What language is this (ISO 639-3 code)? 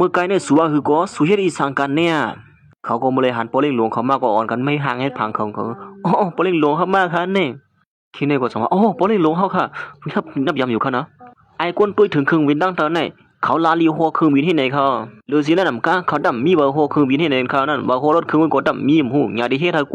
shn